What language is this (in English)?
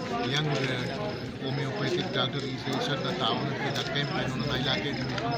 Brahui